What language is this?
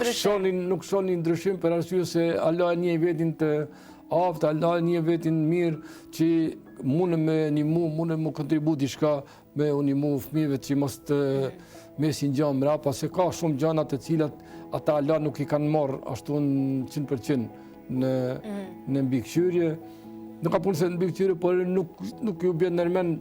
Albanian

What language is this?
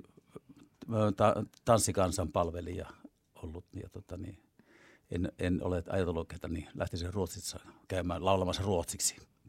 Finnish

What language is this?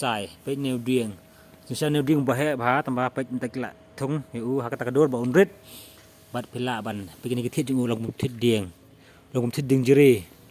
Khasi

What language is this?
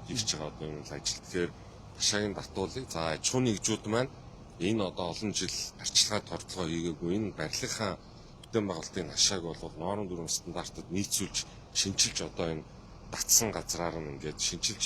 Mongolian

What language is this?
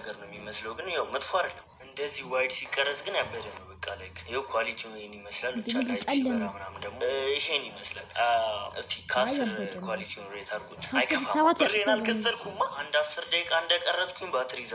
Amharic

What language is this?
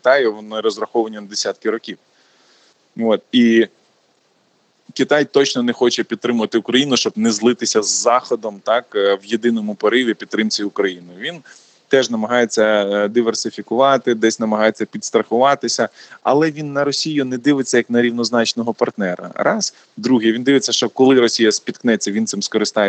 Ukrainian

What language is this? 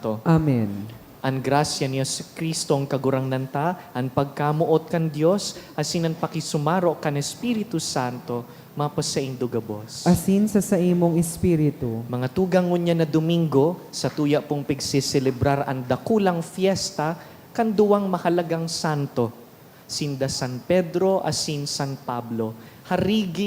Bikol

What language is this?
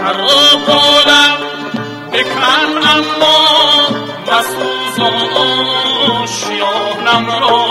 Tajik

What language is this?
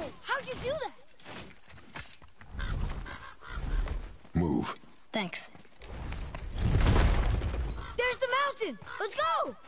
English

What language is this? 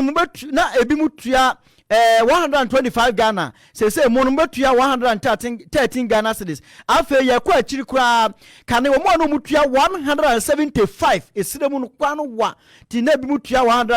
Akan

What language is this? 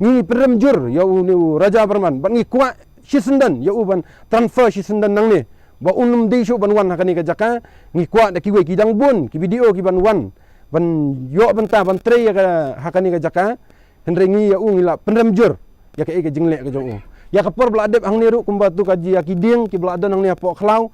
Khasi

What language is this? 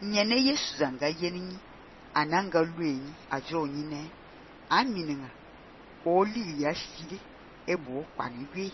Fang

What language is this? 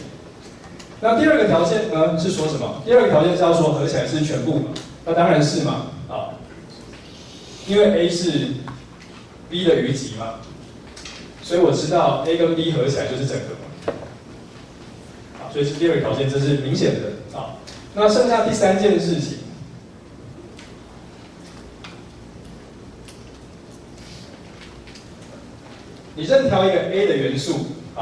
Chinese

